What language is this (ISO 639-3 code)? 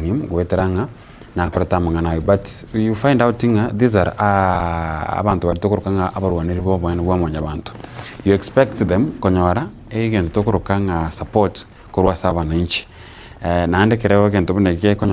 guz